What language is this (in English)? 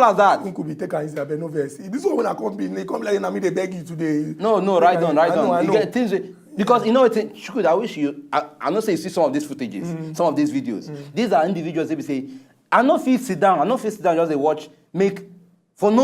Nigerian Pidgin